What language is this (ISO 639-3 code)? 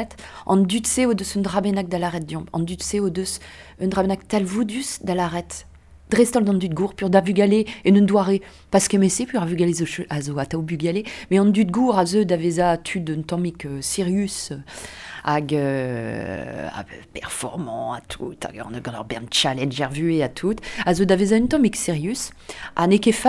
bre